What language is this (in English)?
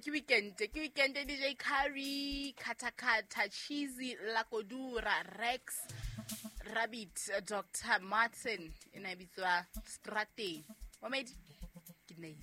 Southern Sotho